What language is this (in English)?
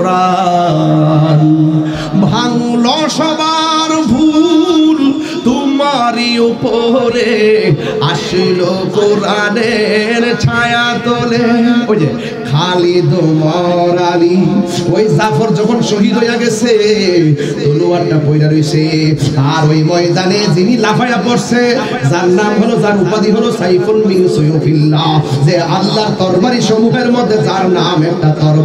Bangla